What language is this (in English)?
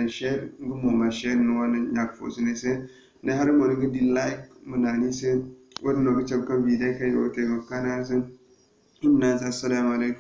Zarma